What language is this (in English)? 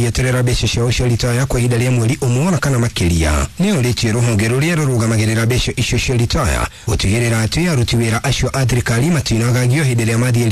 Kikuyu